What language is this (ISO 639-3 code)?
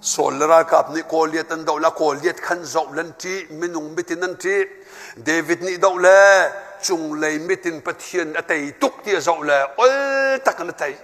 cnh